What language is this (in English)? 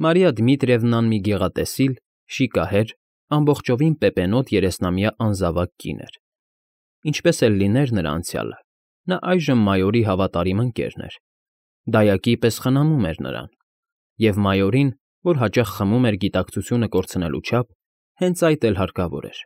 Armenian